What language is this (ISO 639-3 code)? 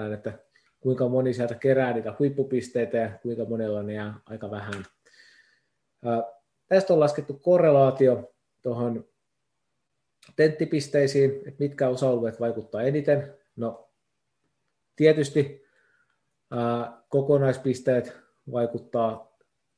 fin